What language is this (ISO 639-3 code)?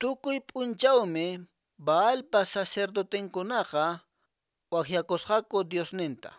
que